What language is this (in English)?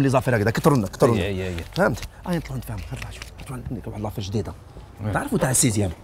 Algerian Arabic